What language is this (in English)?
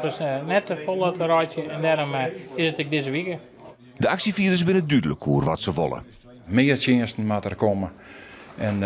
Western Frisian